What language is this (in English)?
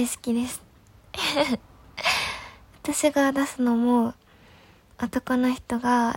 Japanese